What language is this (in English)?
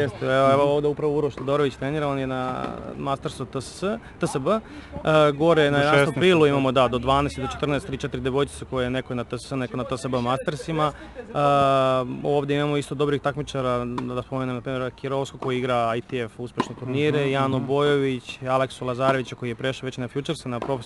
Serbian